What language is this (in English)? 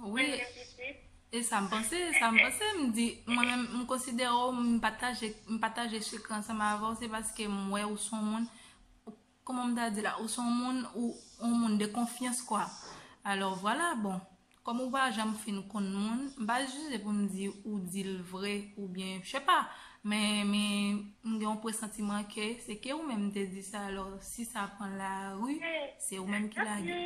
Haitian Creole